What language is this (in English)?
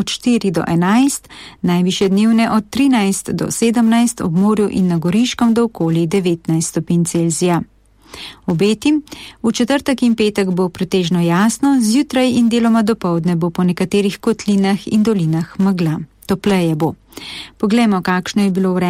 Slovenian